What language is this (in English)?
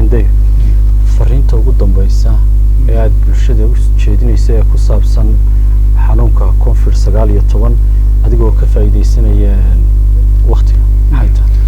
Somali